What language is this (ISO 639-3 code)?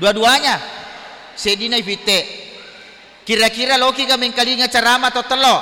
bug